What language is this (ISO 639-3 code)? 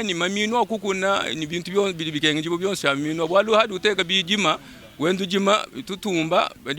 lua